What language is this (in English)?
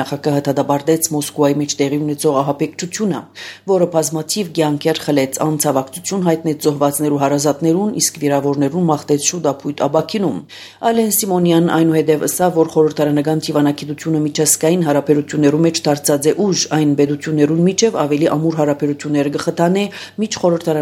Armenian